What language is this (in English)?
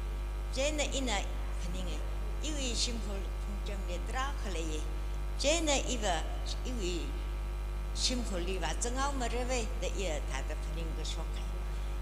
Tangkhul Naga (India)